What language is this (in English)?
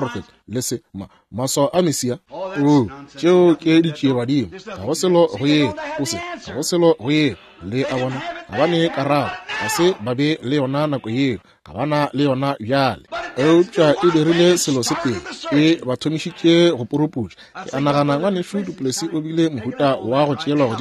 Northern Sotho